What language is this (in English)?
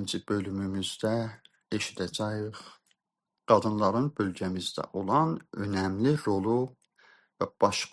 South Azerbaijani